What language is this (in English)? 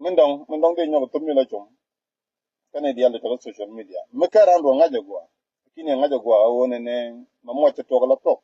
Nuer